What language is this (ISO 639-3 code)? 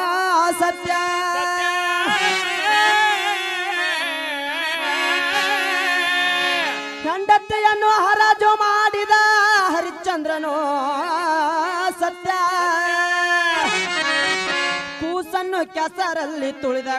kan